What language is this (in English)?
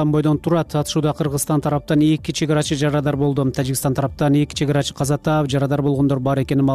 Kyrgyz